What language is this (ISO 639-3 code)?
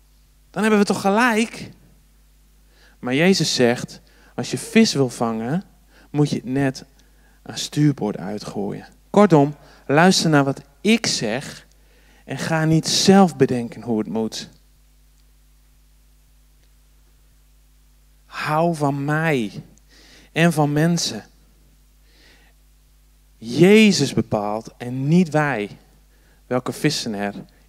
nld